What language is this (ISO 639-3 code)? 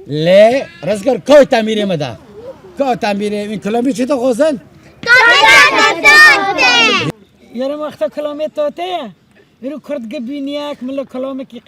kur